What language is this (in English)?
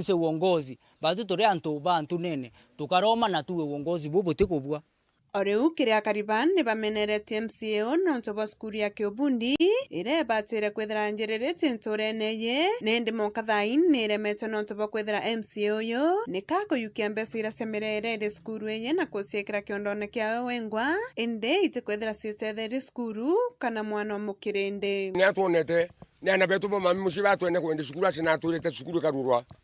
Meru